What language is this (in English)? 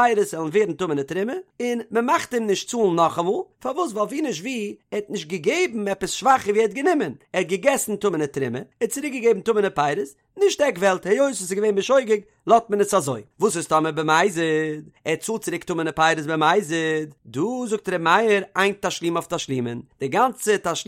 Yiddish